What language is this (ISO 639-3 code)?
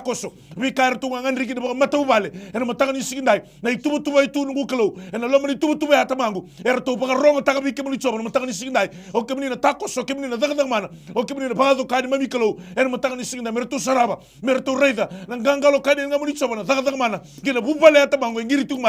fij